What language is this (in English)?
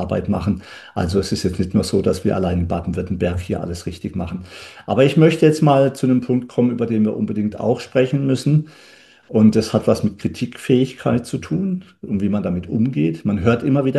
German